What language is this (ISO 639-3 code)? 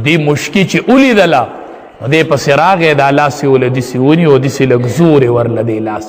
pus